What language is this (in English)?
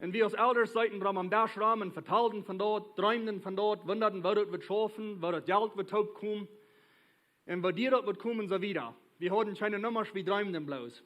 Plautdietsch